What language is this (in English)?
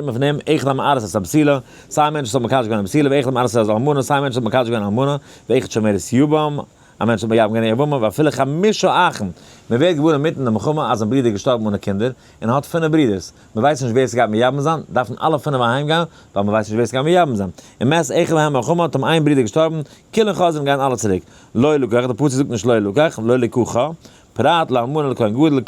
Yiddish